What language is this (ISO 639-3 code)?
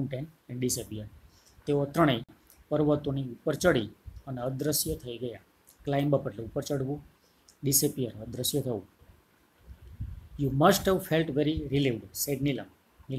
guj